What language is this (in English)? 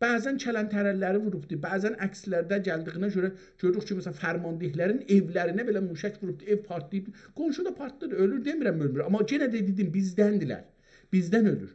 South Azerbaijani